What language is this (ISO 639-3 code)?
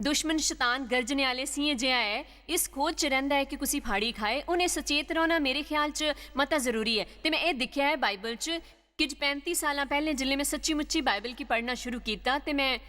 doi